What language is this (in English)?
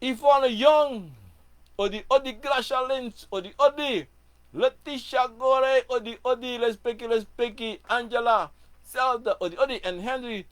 Sranan Tongo